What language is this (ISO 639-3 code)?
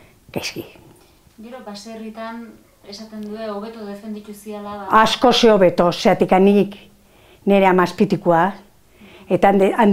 eus